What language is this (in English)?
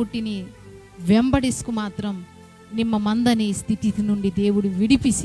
Koya